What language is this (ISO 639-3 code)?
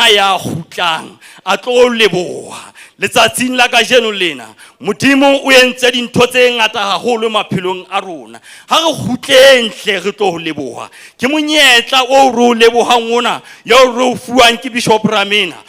sot